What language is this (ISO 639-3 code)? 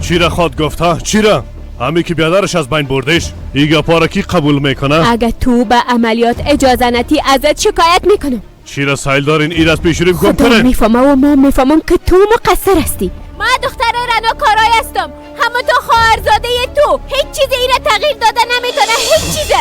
fas